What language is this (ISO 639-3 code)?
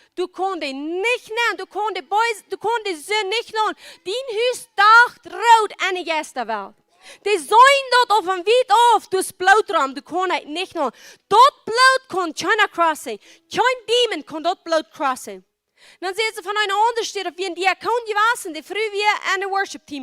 pdt